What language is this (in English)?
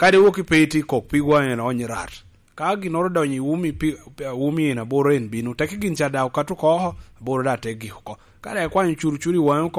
Lango (Uganda)